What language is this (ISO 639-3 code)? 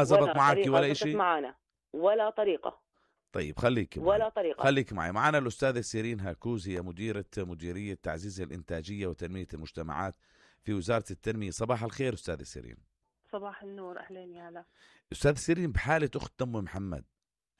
apc